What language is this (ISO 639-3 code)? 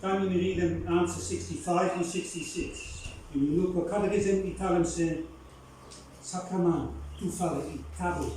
bis